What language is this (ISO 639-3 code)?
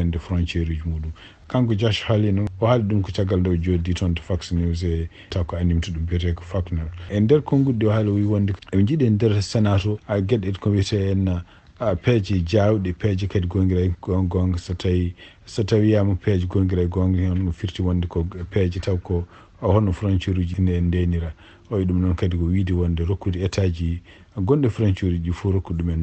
ful